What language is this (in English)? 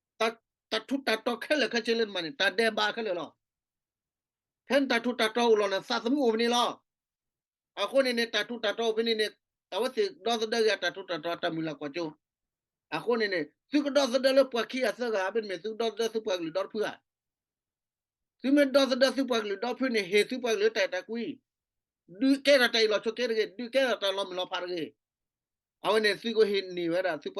S'gaw Karen